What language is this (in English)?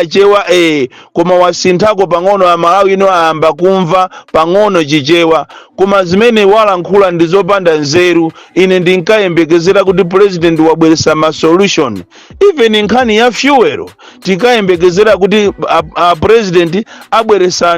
Nyanja